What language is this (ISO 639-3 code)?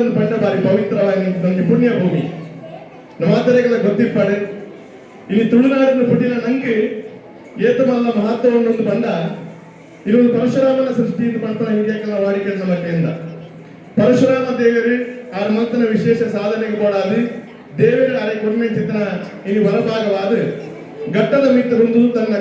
tcy